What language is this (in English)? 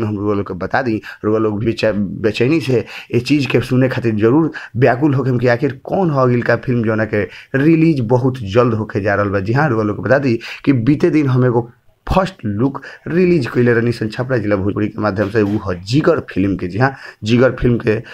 Bhojpuri